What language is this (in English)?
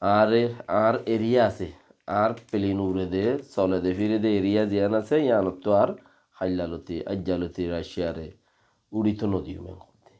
Rohingya